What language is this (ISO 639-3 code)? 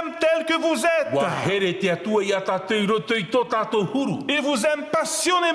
tah